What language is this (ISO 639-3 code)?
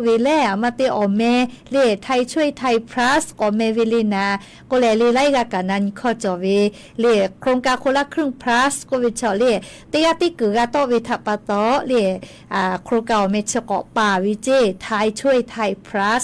lhu